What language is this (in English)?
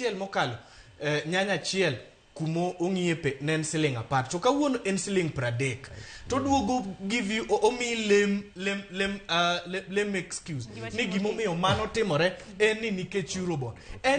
Luo (Kenya and Tanzania)